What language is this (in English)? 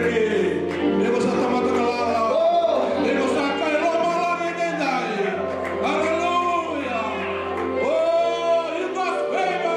Fijian